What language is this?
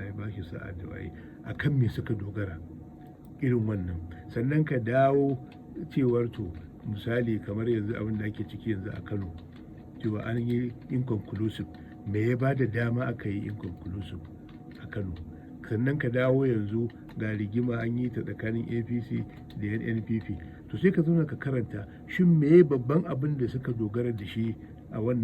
Hausa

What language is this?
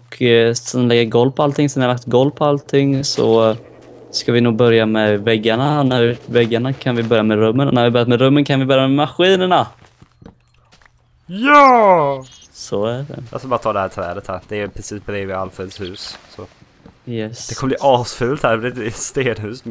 Swedish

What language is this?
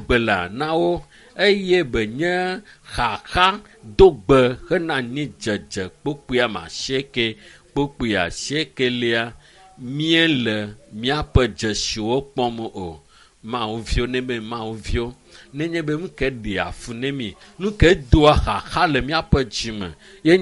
Ewe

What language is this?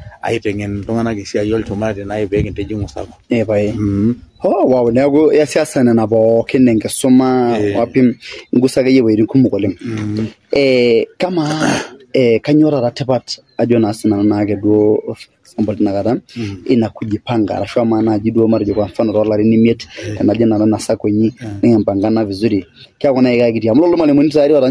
Masai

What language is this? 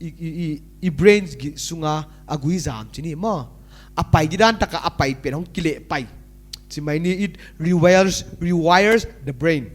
Paite Chin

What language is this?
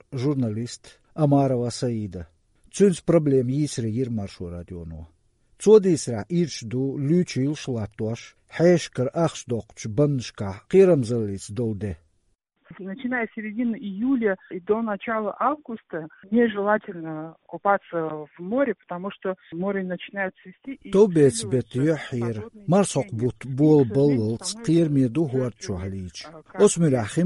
Chechen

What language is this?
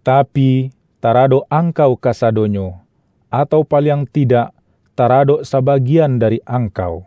Minangkabau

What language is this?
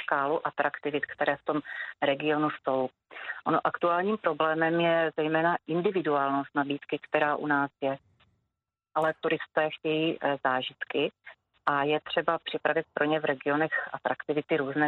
Czech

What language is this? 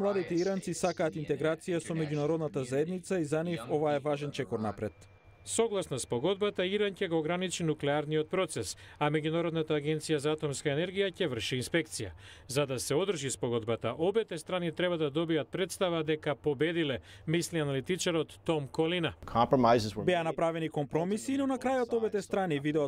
Macedonian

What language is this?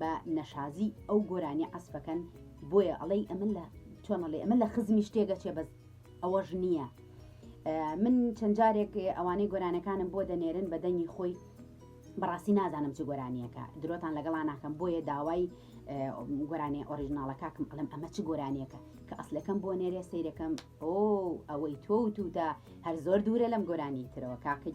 Central Kurdish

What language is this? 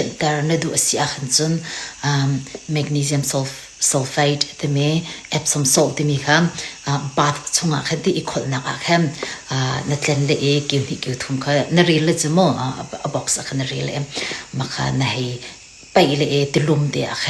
Hakha Chin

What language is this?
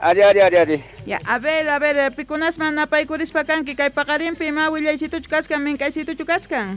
South Bolivian Quechua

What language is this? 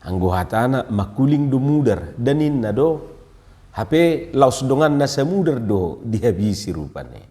Batak Toba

